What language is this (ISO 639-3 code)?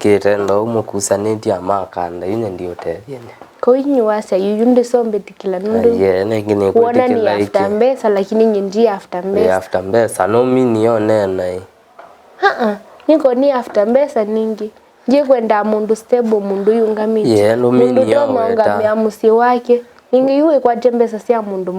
kam